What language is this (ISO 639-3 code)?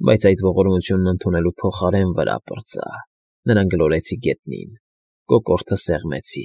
hye